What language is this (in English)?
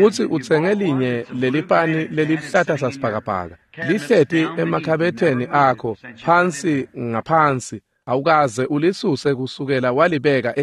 Swati